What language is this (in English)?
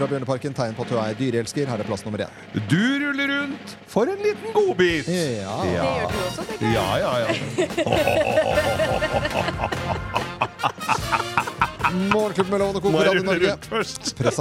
Norwegian